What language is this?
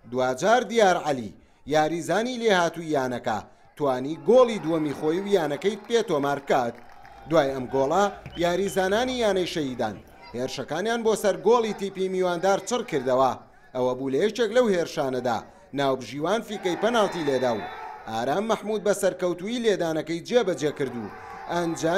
Central Kurdish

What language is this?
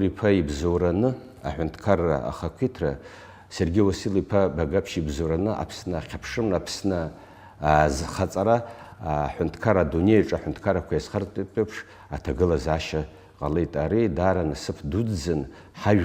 Abkhazian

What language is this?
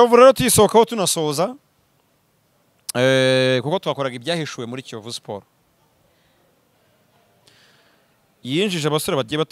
Kinyarwanda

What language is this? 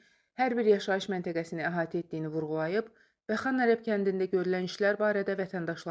Azerbaijani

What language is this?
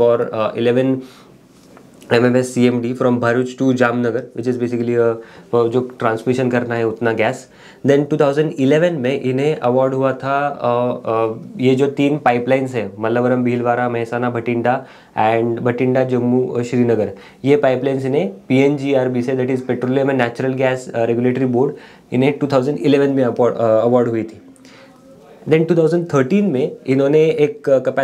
Hindi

